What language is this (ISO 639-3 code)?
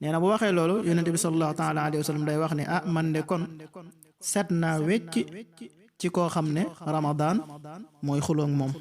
wol